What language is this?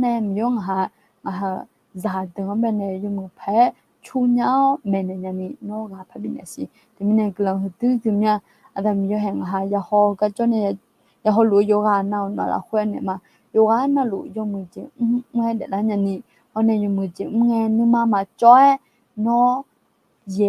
Akha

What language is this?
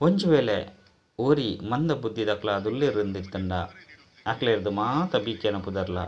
Tulu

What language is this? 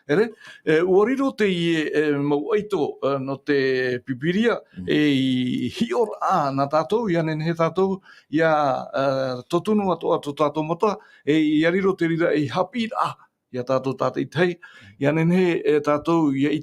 Tahitian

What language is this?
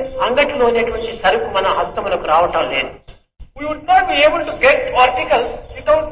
Telugu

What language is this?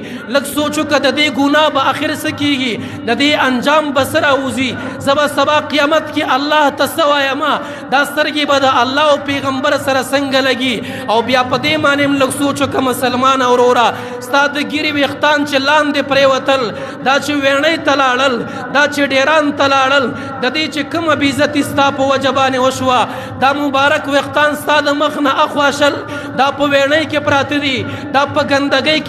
Pashto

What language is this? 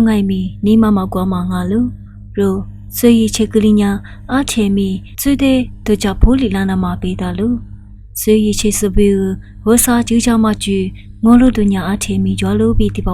Lisu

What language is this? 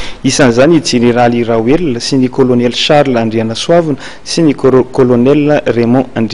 Malagasy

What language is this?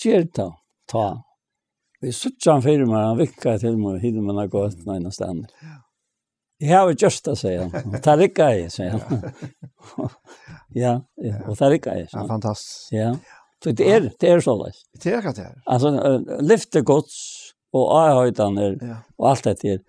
Faroese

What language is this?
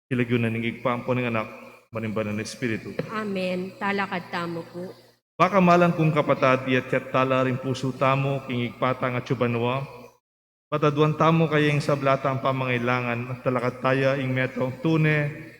Pampanga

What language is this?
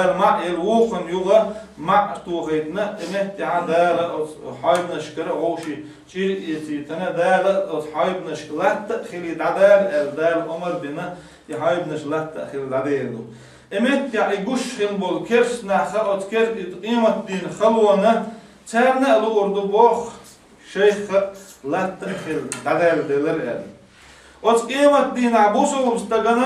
Chechen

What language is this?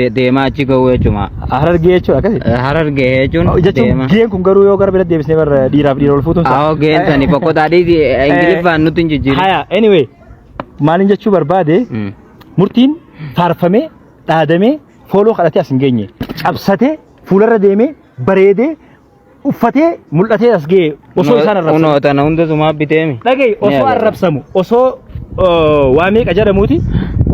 Oromo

